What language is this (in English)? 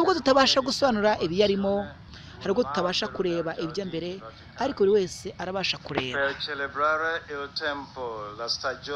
Kinyarwanda